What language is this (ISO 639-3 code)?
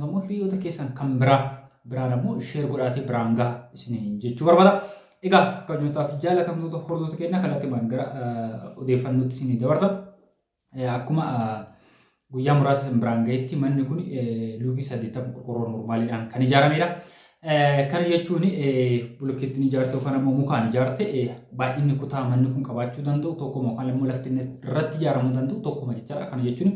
orm